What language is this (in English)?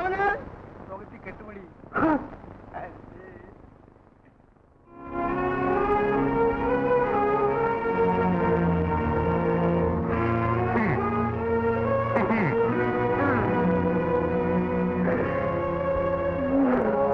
Malayalam